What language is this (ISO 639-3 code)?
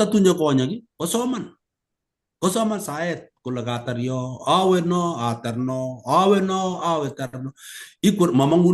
kln